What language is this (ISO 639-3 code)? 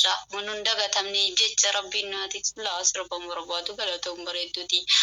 orm